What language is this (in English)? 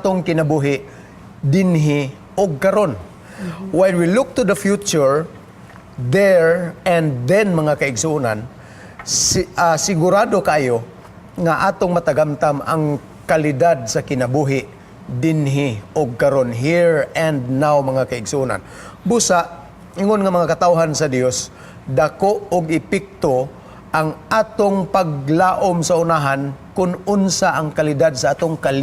Cebuano